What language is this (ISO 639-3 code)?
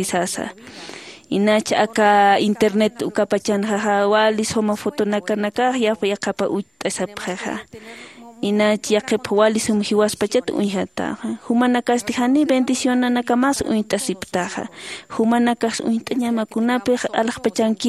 aym